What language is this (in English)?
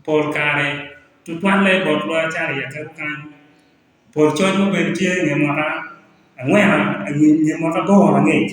Acoli